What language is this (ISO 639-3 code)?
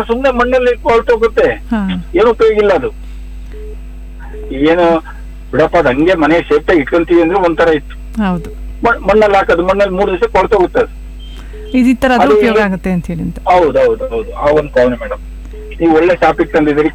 kan